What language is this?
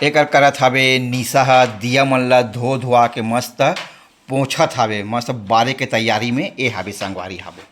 Chhattisgarhi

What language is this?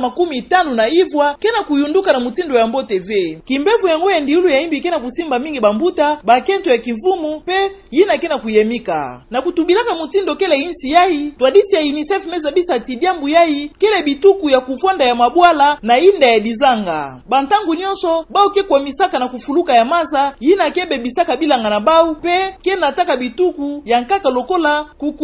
Kituba (Democratic Republic of Congo)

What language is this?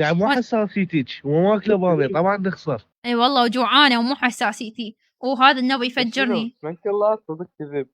Mesopotamian Arabic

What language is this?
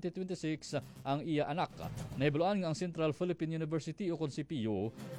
Hiligaynon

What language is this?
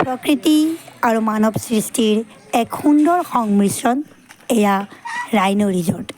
Assamese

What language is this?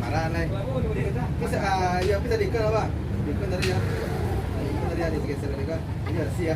Minangkabau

